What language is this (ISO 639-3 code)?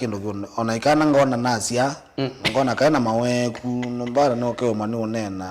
kam